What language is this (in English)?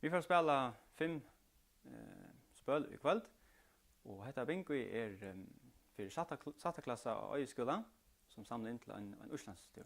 Faroese